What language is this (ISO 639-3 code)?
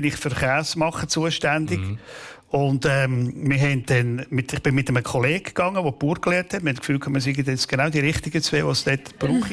gsw